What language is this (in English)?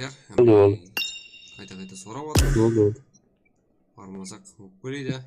Kara-Kalpak